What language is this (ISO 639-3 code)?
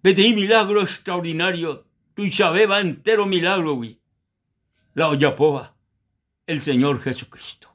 grn